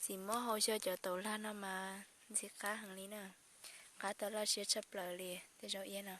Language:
Hmong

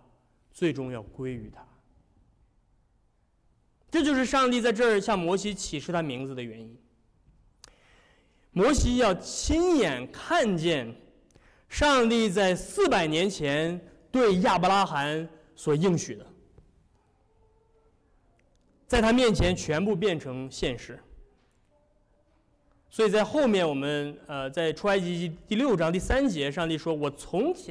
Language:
Chinese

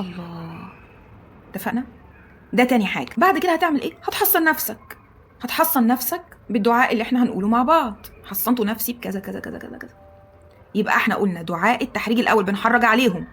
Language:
Egyptian Arabic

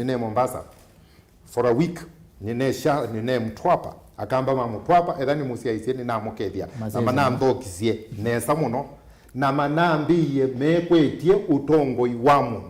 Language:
Kamba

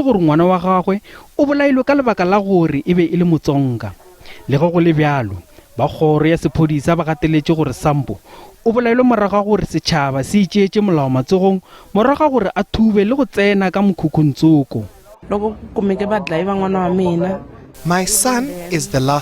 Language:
Northern Sotho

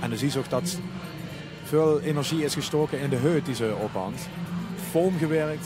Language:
Limburgish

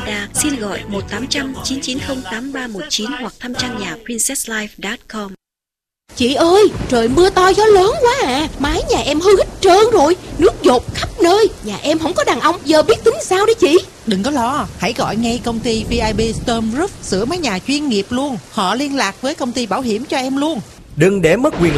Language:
Vietnamese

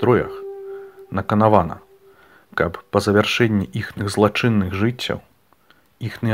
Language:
Belarusian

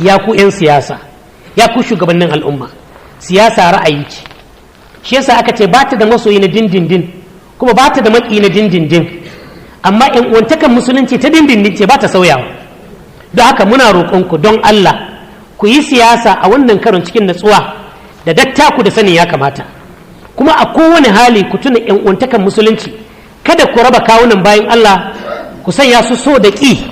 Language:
Hausa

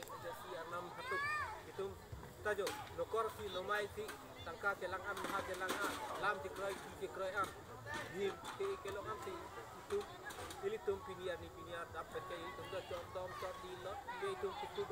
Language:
Karbi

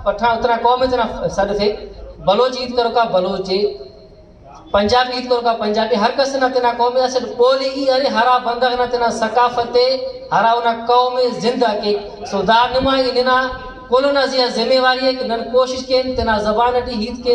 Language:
Brahui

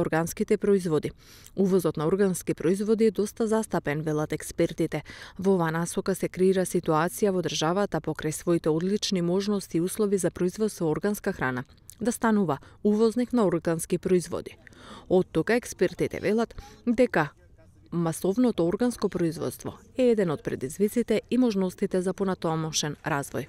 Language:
Macedonian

